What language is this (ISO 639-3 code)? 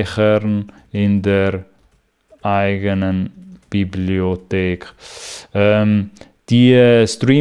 gsw